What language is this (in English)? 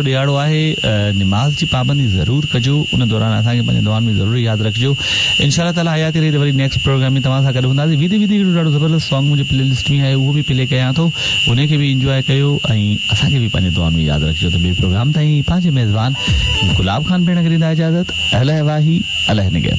Sindhi